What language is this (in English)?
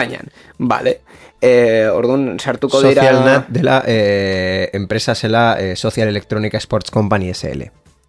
Basque